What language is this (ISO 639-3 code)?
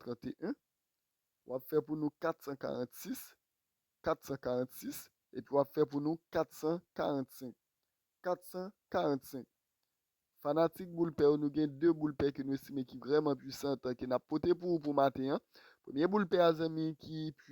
hat